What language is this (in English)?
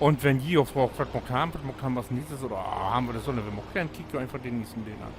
Low German